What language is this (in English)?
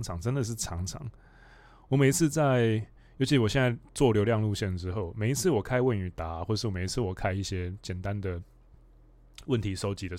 Chinese